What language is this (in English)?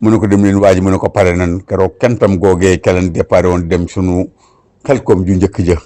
Wolof